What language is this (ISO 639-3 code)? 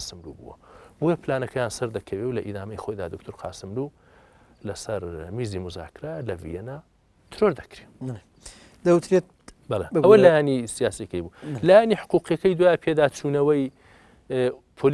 ckb